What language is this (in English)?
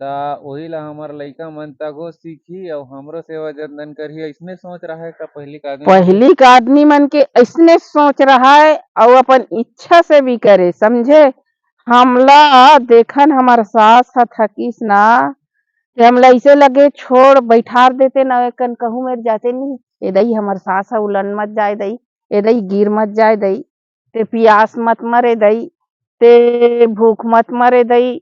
Chhattisgarhi